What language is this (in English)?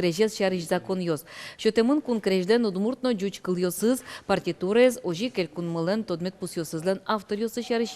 Udmurt